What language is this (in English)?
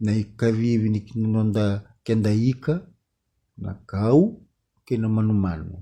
Fijian